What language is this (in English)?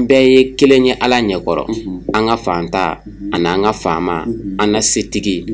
Bambara